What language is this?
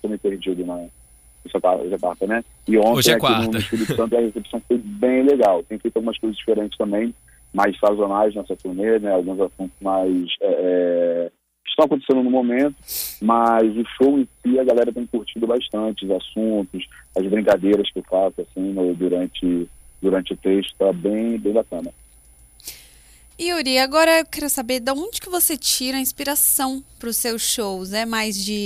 Portuguese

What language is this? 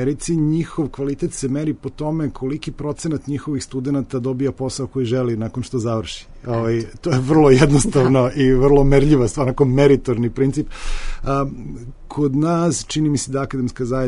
Serbian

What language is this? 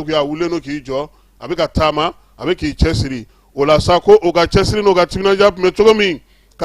Bambara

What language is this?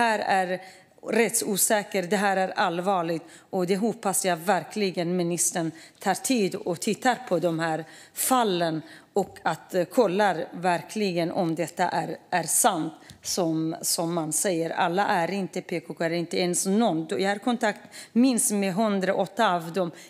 Swedish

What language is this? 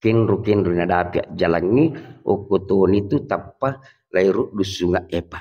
Buginese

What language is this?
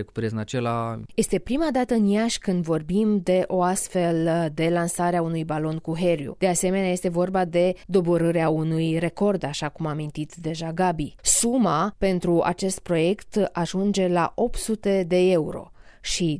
Romanian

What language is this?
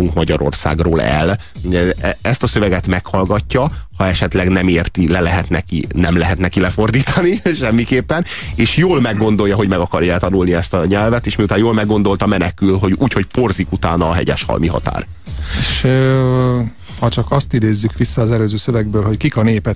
Hungarian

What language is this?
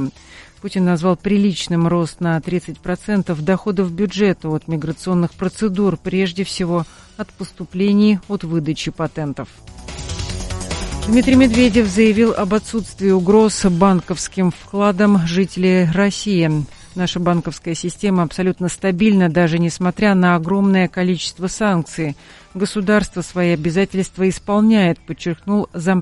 Russian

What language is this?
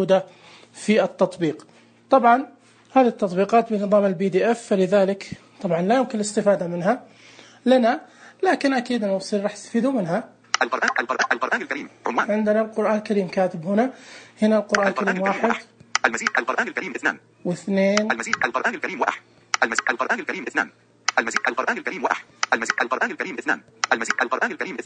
Najdi Arabic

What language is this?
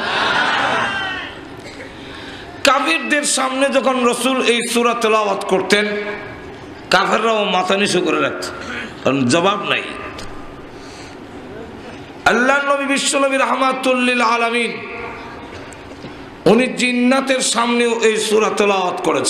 Bangla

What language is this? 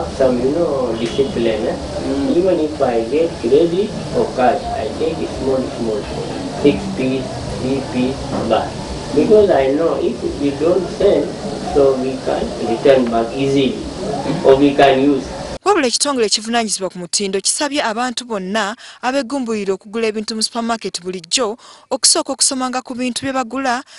Ganda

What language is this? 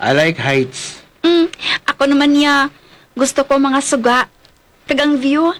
Hiligaynon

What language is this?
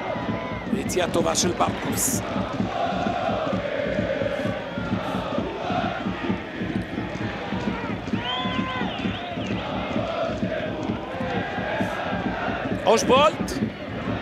Hebrew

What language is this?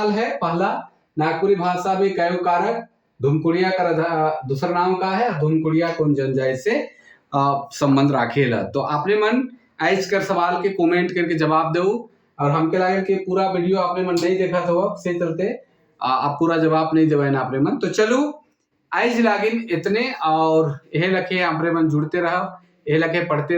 Sadri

